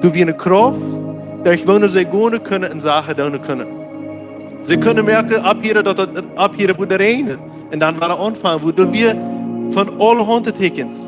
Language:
Plautdietsch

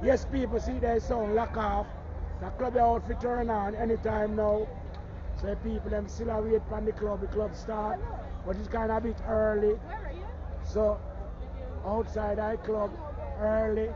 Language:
Jamaican Creole English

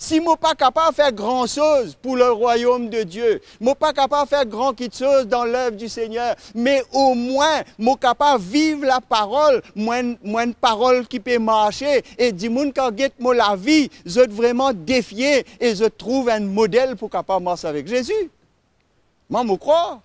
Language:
Morisyen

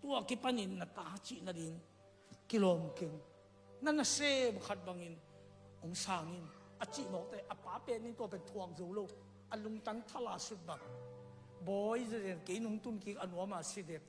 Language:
Tedim Chin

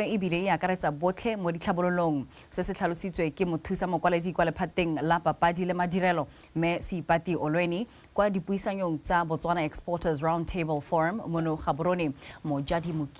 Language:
Tswana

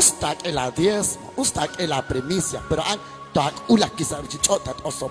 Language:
Kekchí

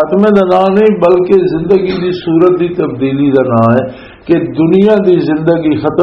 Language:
Western Panjabi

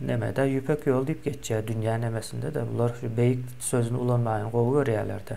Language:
Turkmen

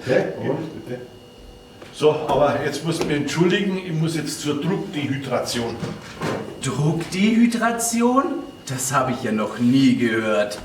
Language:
Bavarian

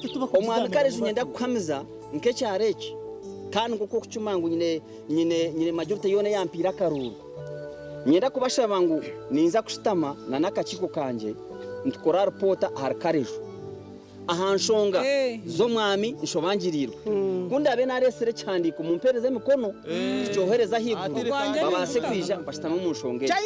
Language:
Nyankole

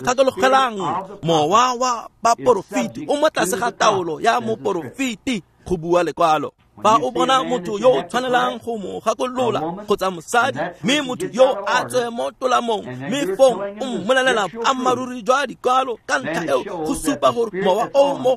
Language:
Tswana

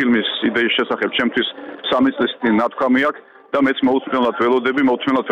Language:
Georgian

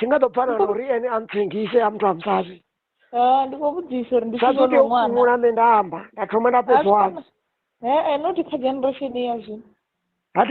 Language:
Venda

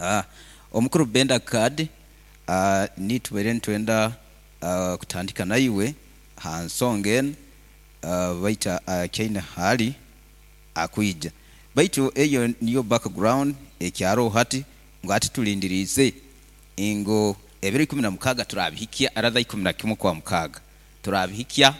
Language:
Nyoro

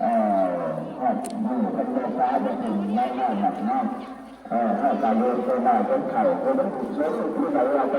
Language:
Northeastern Thai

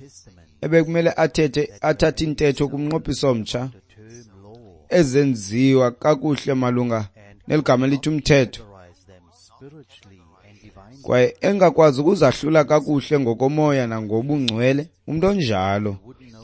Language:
Xhosa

